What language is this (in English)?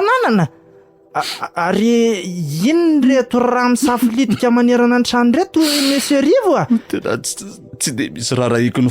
Malagasy